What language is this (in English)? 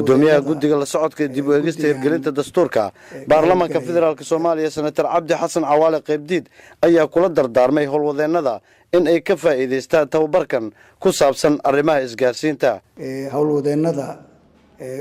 Somali